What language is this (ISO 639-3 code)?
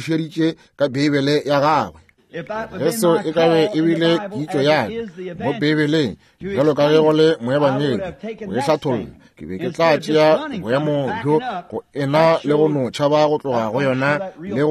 nso